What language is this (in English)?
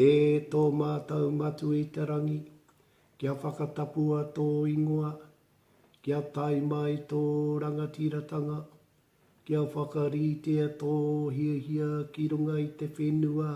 Māori